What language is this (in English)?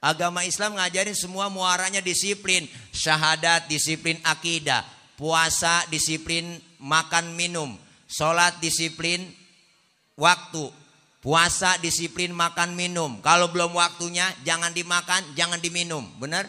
Betawi